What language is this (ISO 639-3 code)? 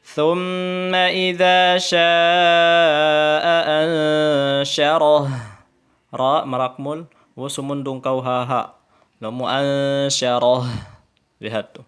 tsg